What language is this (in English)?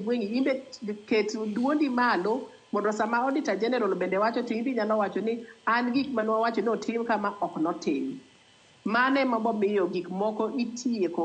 Luo (Kenya and Tanzania)